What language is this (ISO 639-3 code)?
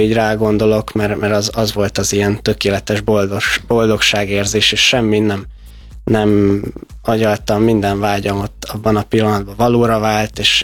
hun